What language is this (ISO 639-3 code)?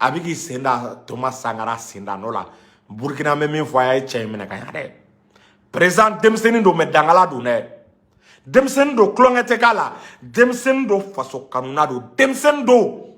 bam